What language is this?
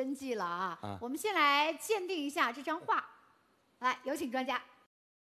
Chinese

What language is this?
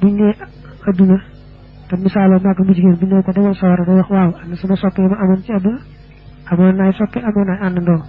Wolof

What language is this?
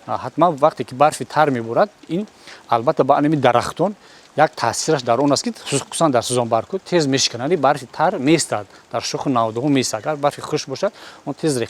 Tajik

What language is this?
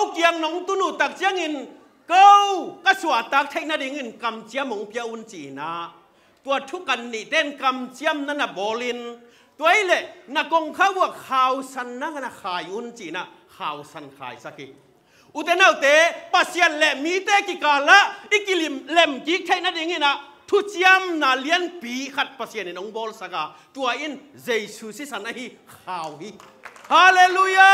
Tedim Chin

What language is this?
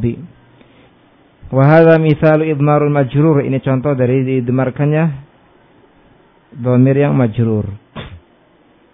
Indonesian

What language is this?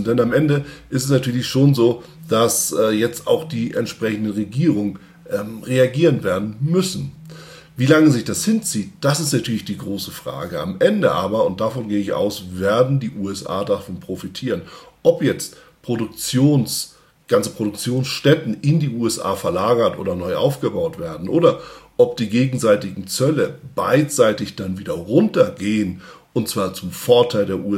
German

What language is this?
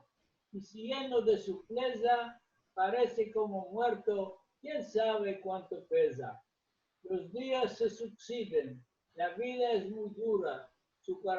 Ladino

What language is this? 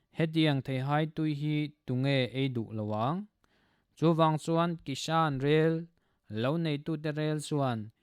Mizo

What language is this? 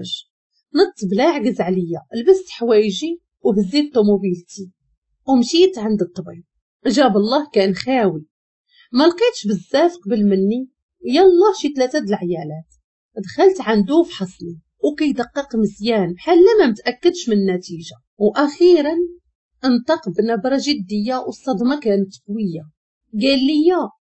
Moroccan Arabic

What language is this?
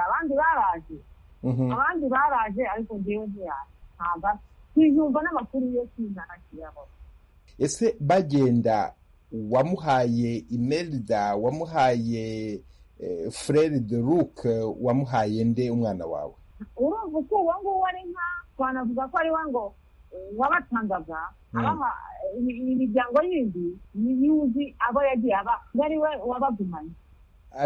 Kinyarwanda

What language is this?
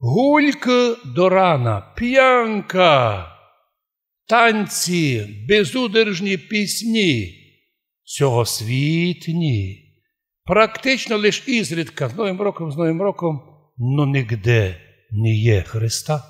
Rusyn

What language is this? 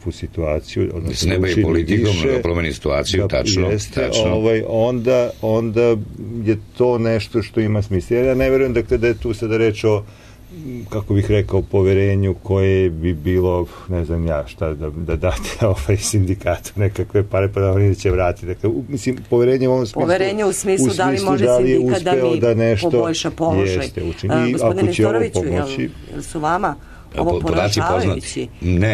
Serbian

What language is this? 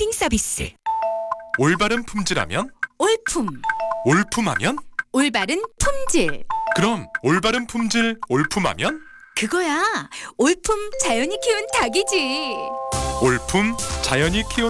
Korean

